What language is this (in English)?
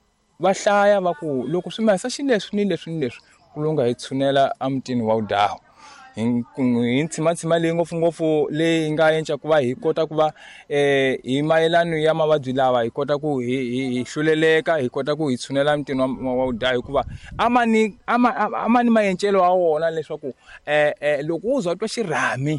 Tsonga